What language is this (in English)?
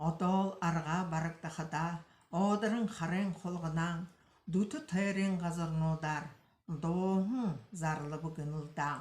Buriat